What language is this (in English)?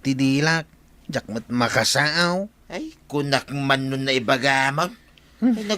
Iloko